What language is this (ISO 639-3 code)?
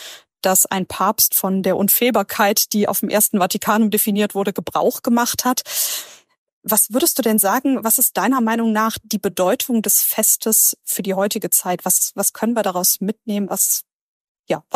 deu